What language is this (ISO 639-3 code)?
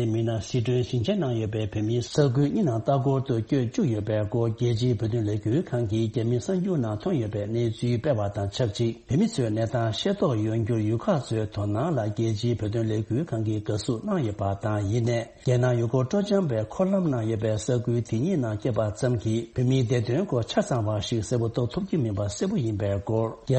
bod